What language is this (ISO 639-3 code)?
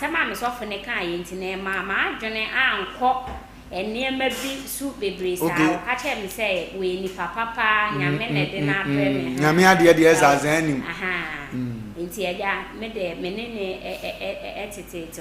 aka